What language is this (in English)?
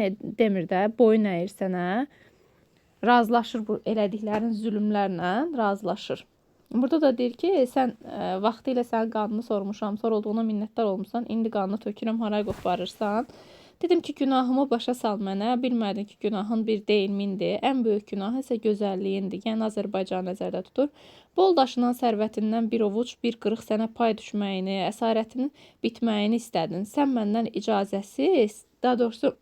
Azerbaijani